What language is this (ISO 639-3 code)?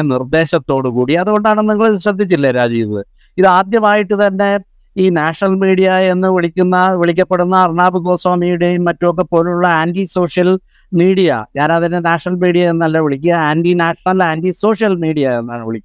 mal